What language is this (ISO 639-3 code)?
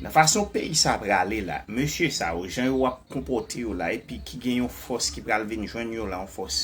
hat